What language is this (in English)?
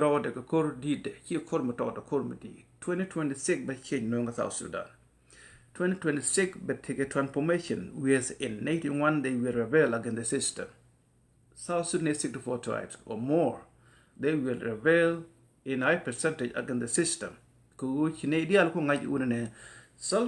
Nuer